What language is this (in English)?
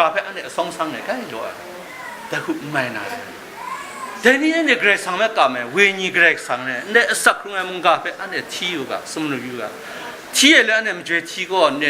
Kachin